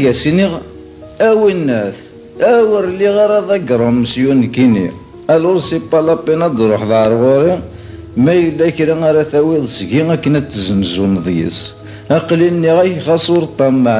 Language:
Kabyle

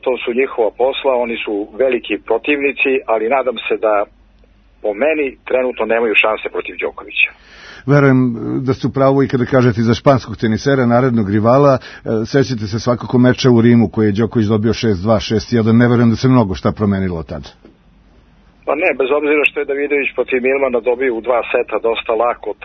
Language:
Serbian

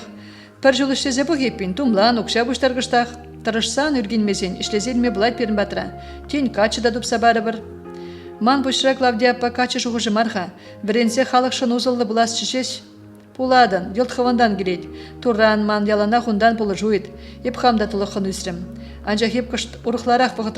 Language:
Chuvash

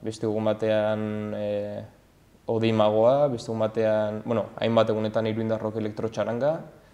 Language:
Basque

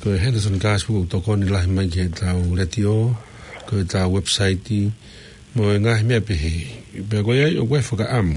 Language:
Tongan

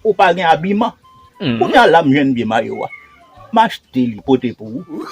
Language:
Haitian Creole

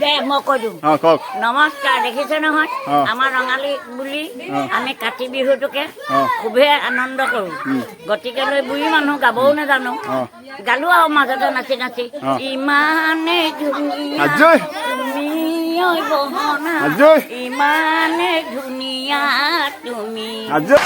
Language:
Assamese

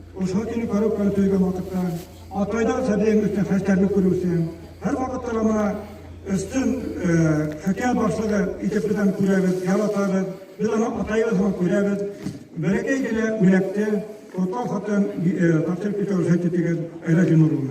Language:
Bashkir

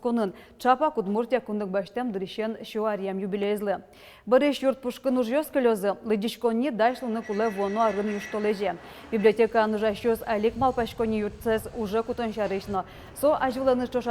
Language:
Udmurt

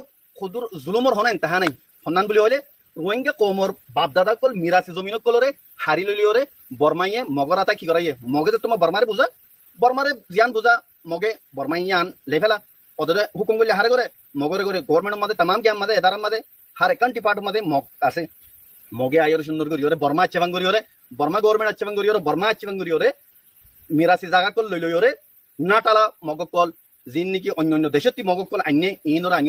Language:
Rohingya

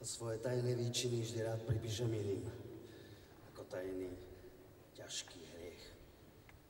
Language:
Slovak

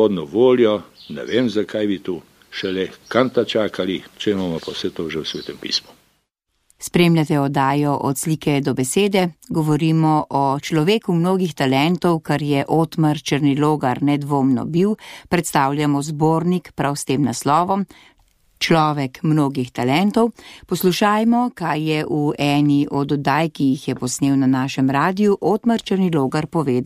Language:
Slovenian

